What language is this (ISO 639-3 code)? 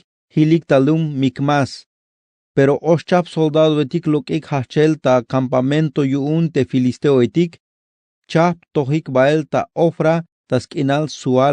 tzh